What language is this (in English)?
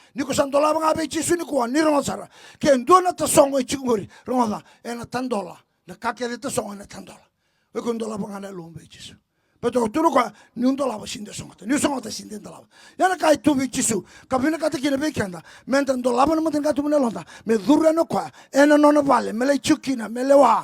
Fijian